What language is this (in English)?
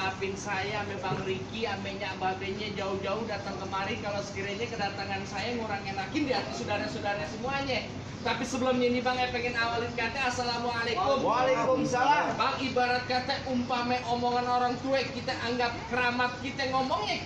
Betawi